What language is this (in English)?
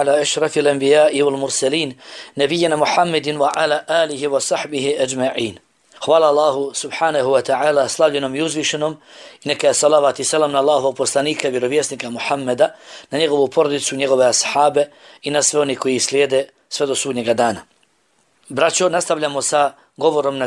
Bosnian